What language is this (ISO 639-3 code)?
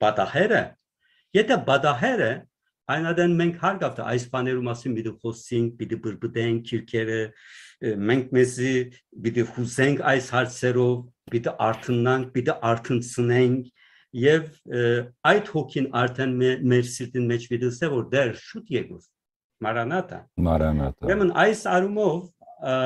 hyw